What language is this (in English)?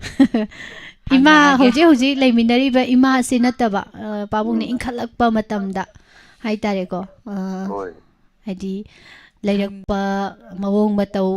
Manipuri